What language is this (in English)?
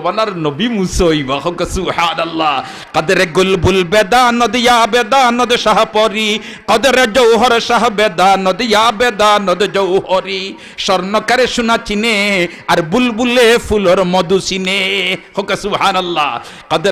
Sylheti